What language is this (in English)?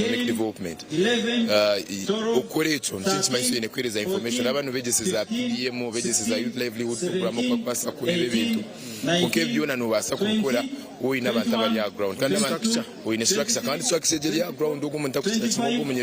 Nyankole